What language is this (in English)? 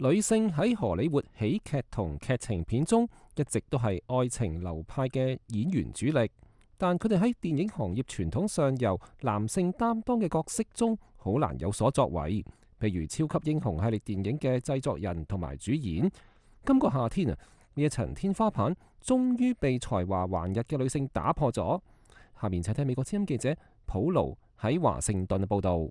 Cantonese